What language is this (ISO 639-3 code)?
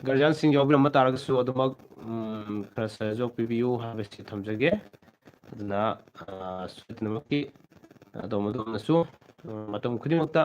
mni